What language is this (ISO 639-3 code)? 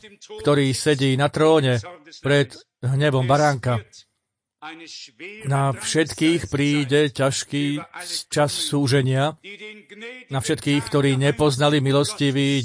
slk